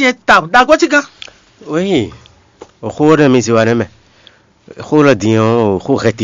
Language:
Fon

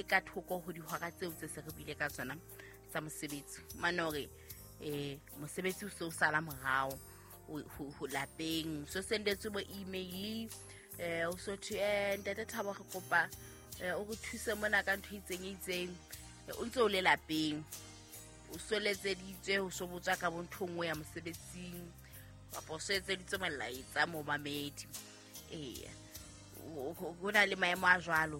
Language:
Southern Sotho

